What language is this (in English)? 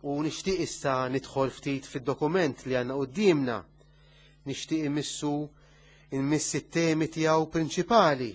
Maltese